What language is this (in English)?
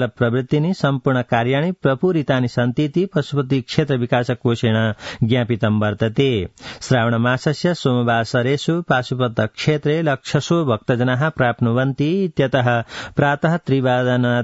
Sanskrit